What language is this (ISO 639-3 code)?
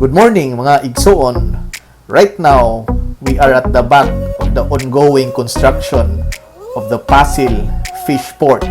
ceb